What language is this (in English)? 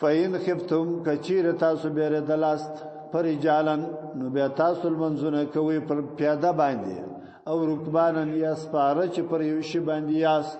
Pashto